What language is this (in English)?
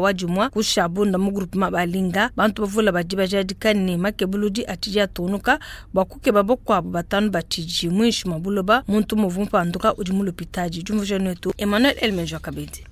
Luba-Lulua